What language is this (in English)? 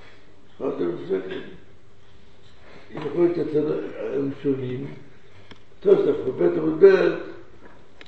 Hebrew